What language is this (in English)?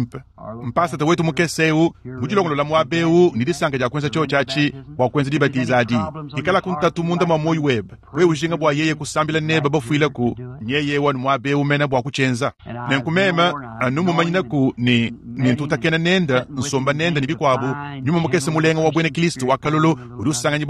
Luba-Lulua